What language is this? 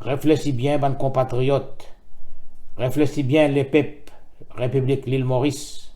Morisyen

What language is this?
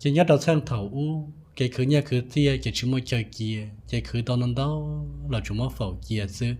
Hmong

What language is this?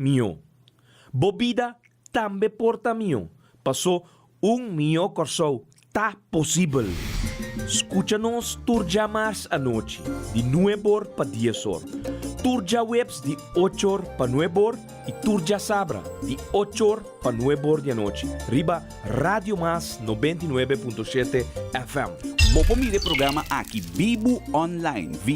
Papiamento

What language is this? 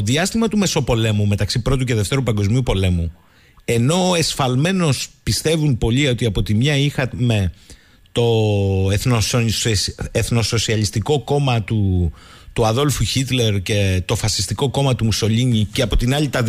Greek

